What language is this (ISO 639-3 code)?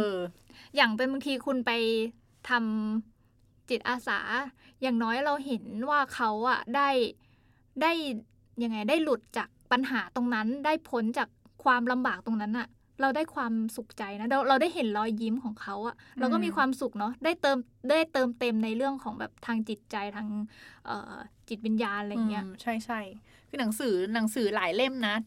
tha